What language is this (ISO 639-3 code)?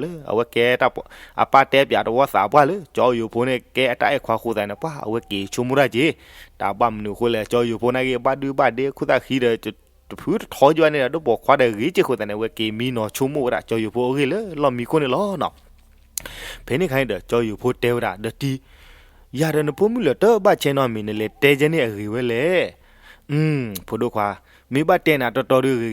ksw